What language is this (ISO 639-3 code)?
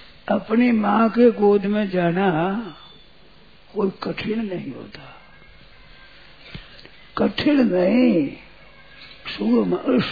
hin